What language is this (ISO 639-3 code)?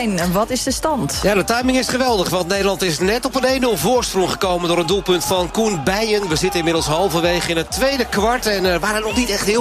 nld